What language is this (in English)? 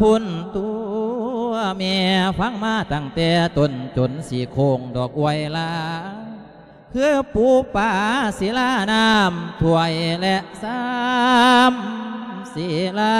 Lao